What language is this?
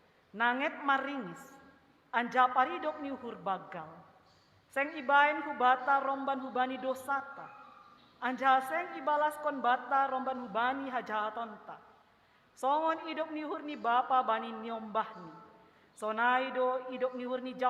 Batak Simalungun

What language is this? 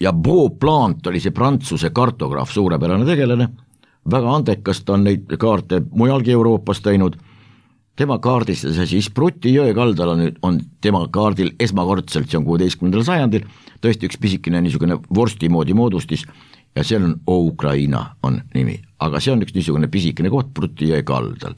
Estonian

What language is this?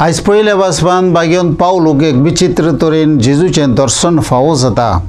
Konkani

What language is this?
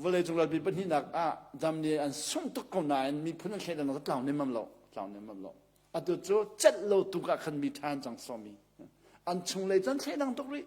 Hakha Chin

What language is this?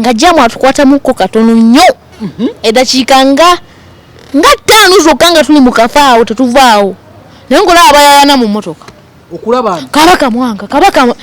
Ganda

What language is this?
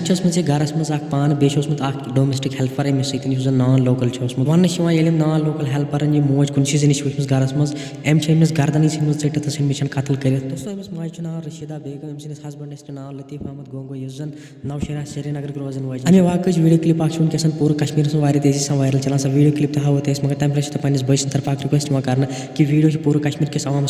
Kashmiri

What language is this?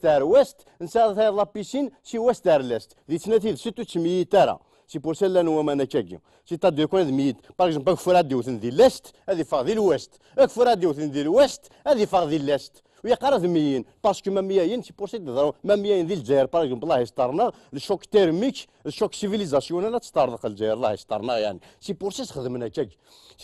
Kabyle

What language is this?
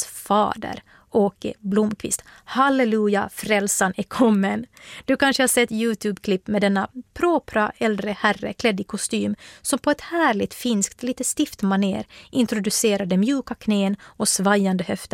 Swedish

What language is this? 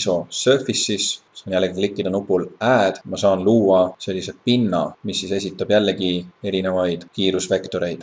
Estonian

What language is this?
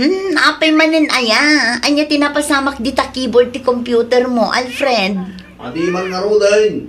Iloko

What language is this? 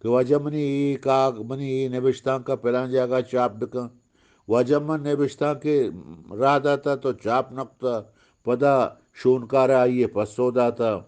Eastern Balochi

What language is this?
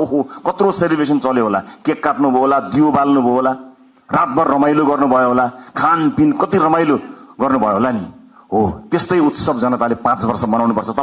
Nepali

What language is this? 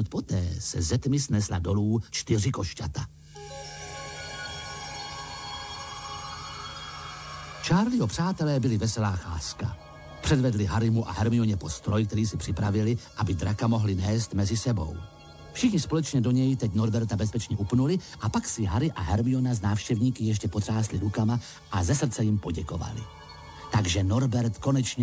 Czech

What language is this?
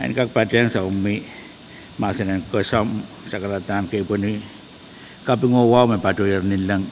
Pohnpeian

